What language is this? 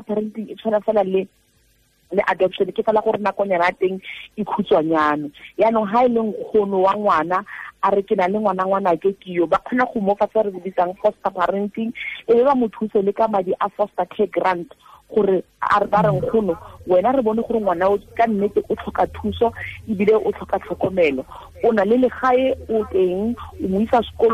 Tswana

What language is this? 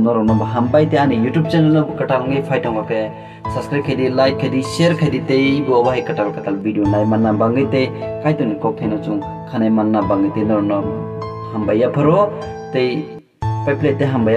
Kok Borok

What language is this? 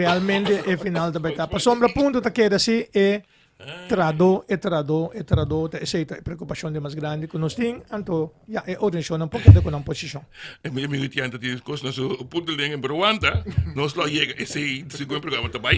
Papiamento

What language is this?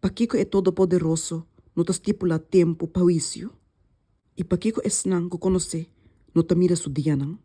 Papiamento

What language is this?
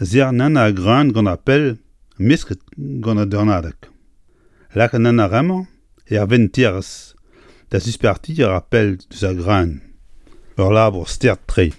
Breton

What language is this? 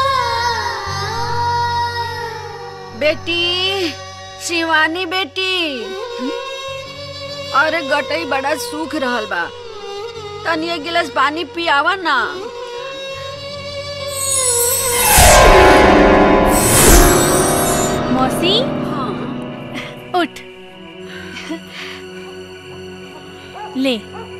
Bhojpuri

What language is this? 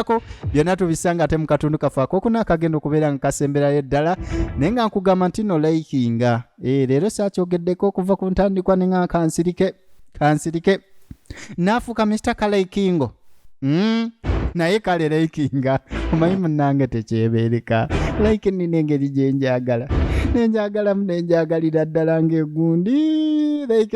Ganda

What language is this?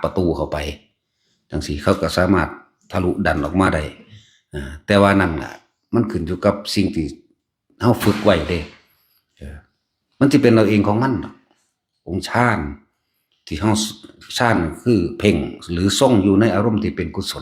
Northeastern Thai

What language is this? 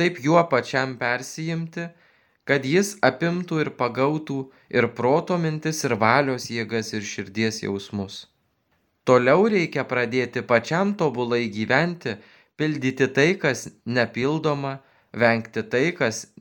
Lithuanian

